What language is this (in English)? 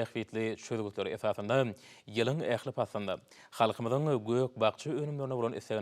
Turkmen